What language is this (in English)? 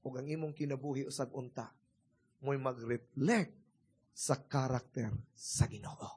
Cebuano